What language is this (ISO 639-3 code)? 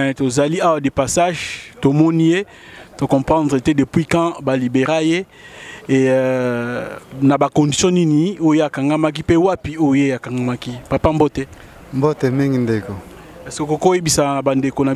lin